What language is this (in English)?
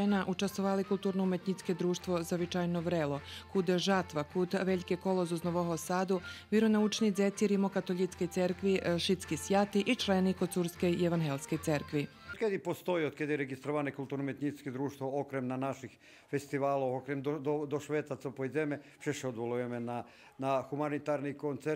Rusyn